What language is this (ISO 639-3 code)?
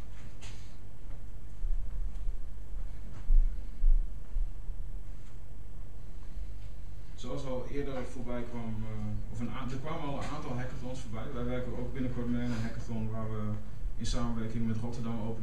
nld